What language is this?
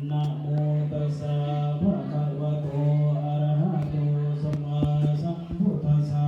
Pali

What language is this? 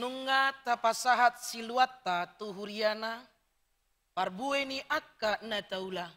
Batak Toba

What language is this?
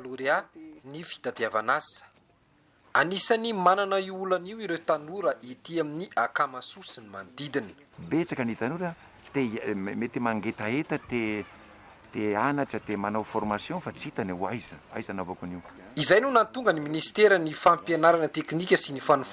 Malagasy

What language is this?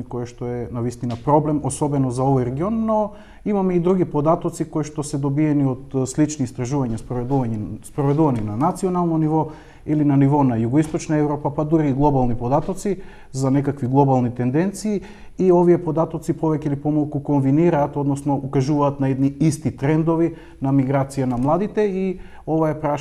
Macedonian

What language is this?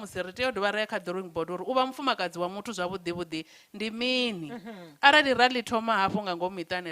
Venda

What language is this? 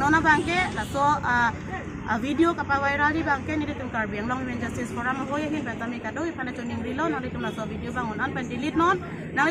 Karbi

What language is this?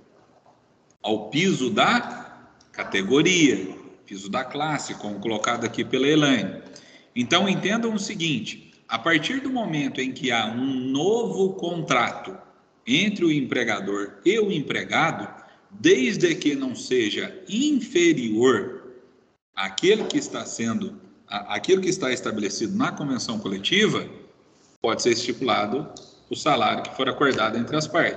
Portuguese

